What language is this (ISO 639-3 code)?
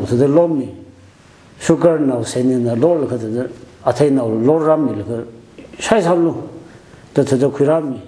nmf